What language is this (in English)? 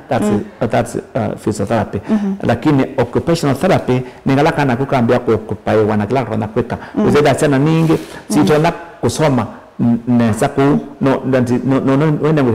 Kamba